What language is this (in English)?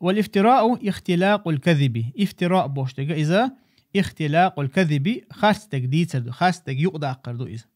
Chechen